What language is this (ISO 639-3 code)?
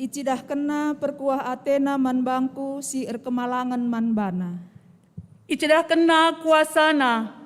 btx